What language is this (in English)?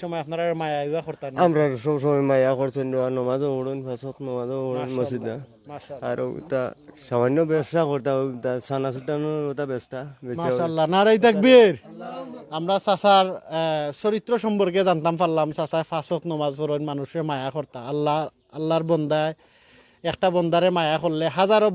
Sylheti